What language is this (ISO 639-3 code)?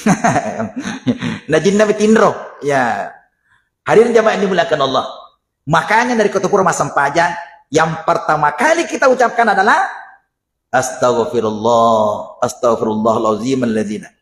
bug